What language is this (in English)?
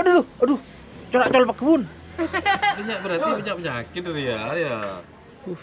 Madurese